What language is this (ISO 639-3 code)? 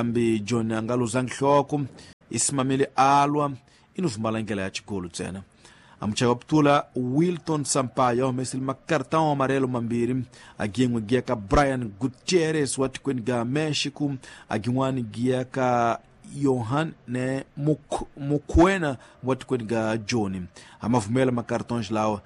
tso